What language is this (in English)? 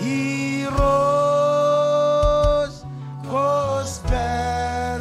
Marshallese